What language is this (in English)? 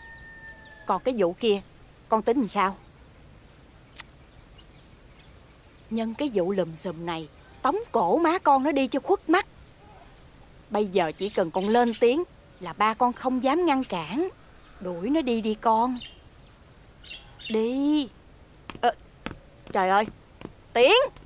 Vietnamese